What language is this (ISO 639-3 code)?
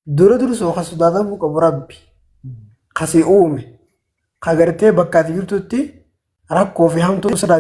orm